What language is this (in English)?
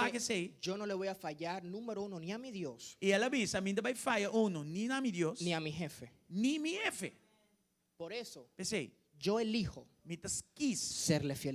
Papiamento